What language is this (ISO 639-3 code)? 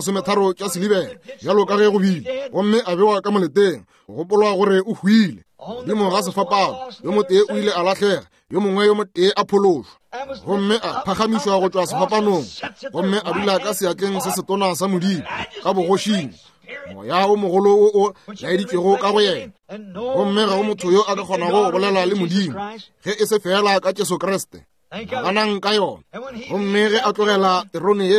nso